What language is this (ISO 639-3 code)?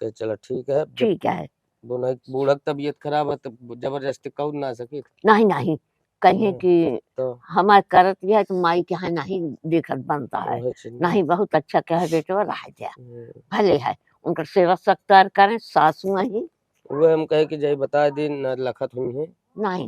awa